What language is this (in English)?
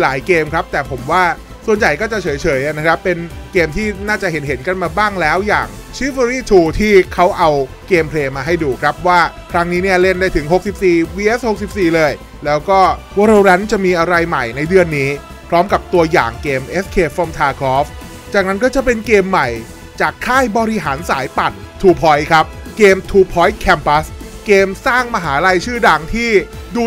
Thai